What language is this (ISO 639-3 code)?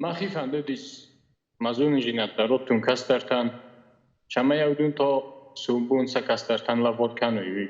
oss